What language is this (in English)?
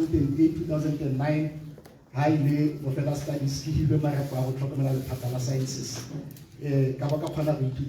Tswana